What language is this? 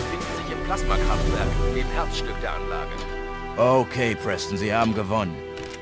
Bavarian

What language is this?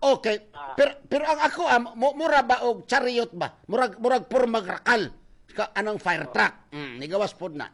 Cebuano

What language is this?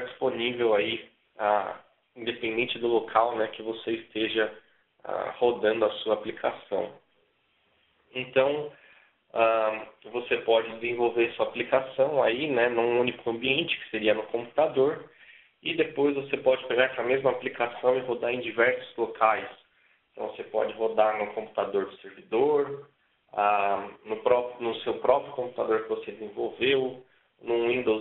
Portuguese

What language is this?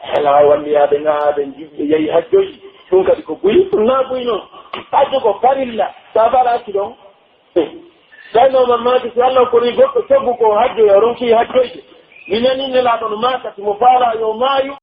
Pular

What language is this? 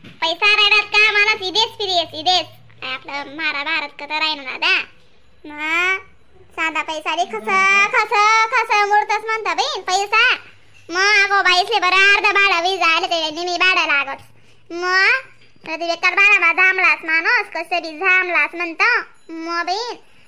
Khandesi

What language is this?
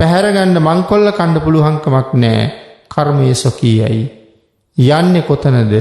Sinhala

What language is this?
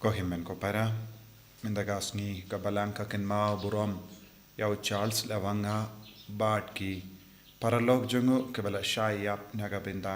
Khasi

